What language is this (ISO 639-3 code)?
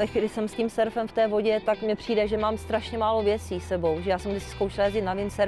ces